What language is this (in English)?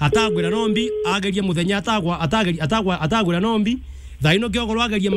Meru